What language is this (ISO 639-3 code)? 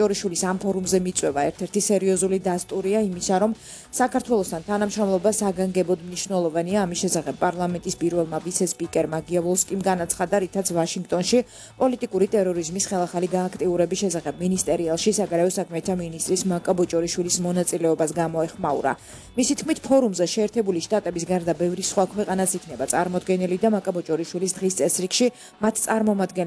kat